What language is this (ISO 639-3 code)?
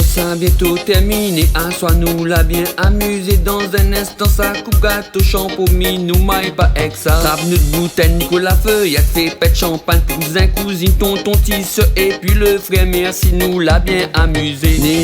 rcf